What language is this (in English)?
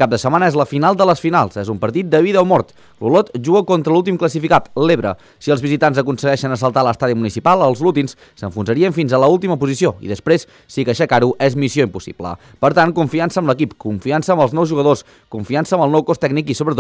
Catalan